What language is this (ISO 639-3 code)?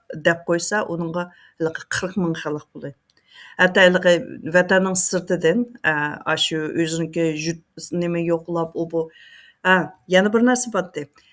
uig